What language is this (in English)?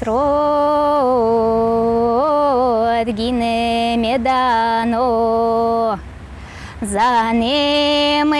Udmurt